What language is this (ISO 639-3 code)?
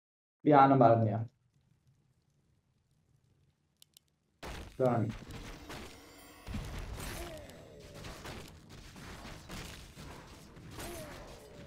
fas